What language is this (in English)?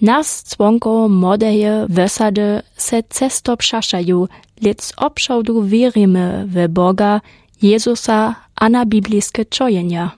Lower Sorbian